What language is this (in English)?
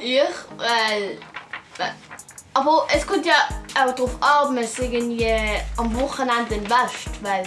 Swiss German